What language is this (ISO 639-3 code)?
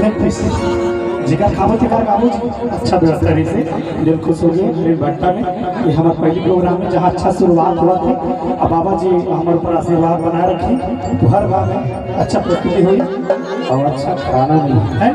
hne